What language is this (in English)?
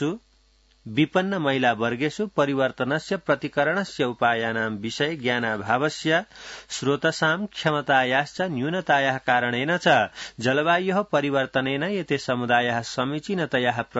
Sanskrit